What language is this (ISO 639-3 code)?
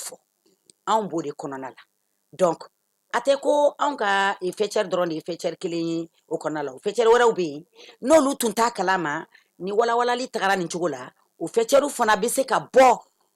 bam